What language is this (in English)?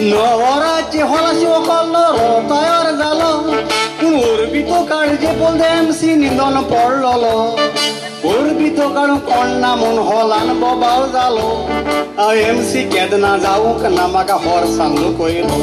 Konkani